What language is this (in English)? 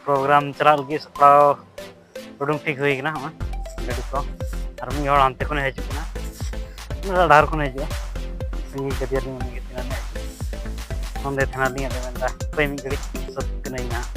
Santali